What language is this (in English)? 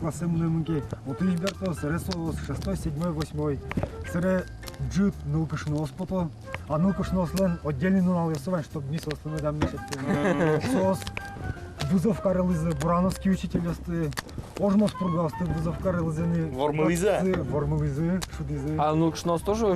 Udmurt